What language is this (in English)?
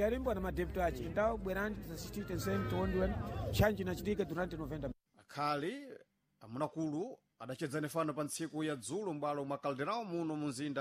Sena